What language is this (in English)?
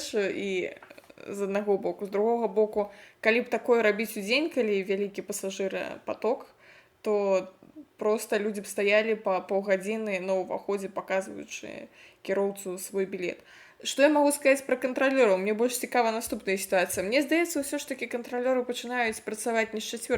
Belarusian